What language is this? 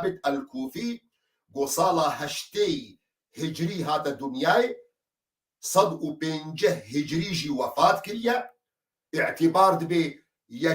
Kurdish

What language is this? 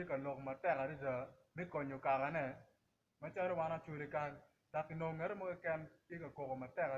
Acoli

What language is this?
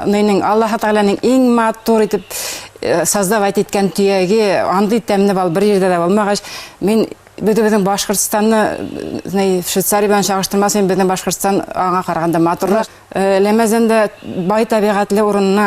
Bashkir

